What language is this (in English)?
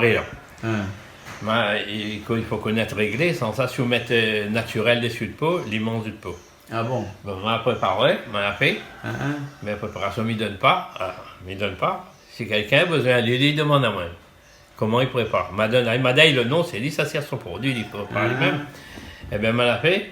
Réunion Creole French